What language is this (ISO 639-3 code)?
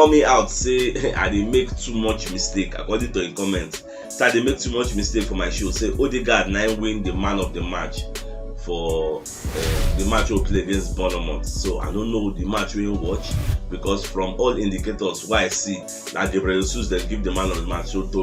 pcm